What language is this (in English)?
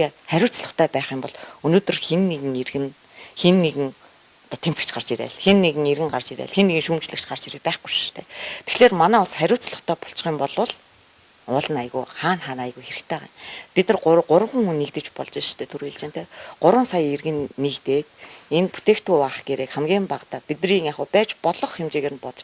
Mongolian